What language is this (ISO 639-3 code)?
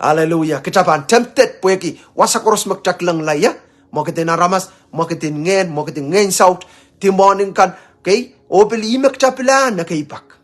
pon